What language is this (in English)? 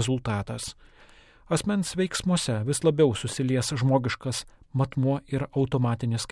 Lithuanian